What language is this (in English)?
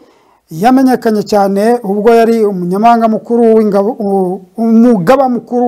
Kinyarwanda